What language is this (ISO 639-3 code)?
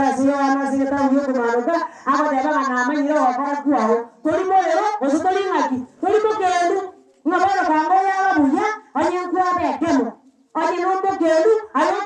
guz